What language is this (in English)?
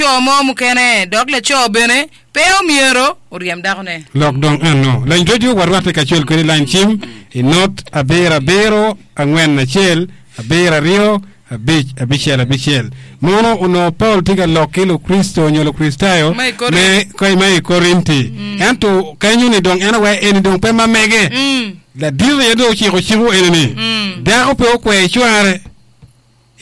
Acoli